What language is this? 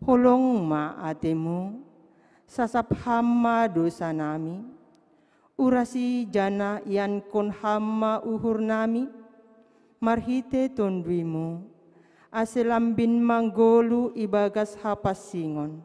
Batak Simalungun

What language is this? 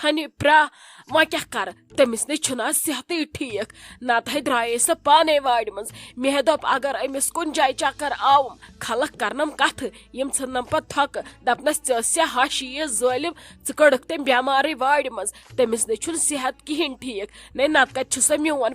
Kashmiri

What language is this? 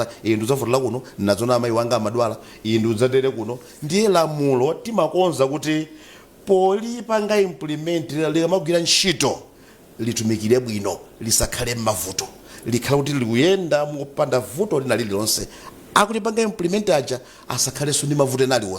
Nyanja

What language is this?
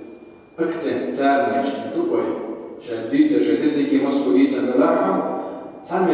Chechen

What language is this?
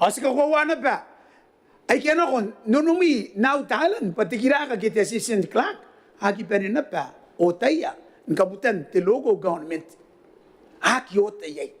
Gilbertese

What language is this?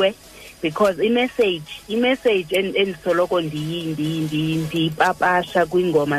Xhosa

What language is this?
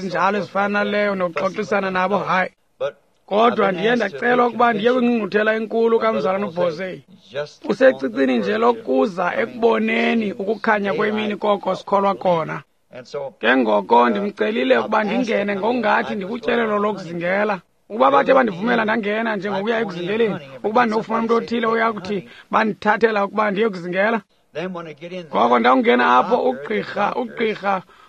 Xhosa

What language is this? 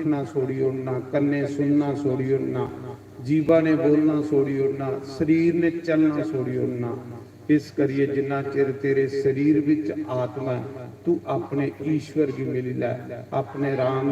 Dogri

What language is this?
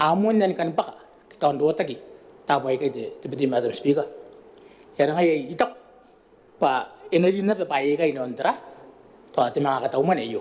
Gilbertese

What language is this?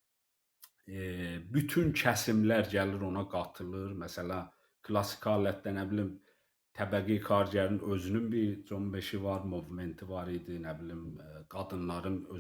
South Azerbaijani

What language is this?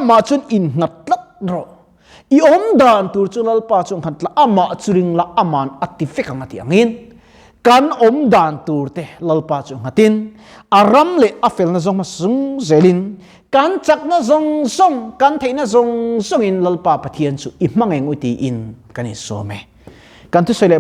Mizo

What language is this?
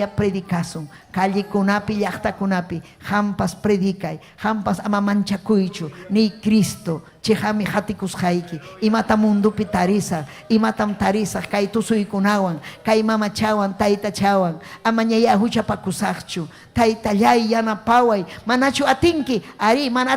Ayacucho Quechua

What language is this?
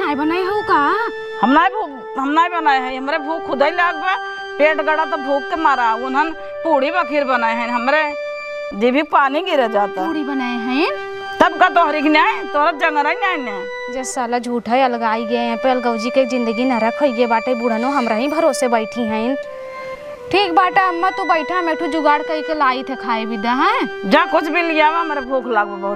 Awadhi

